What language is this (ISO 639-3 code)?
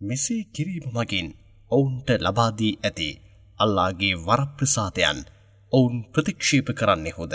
sin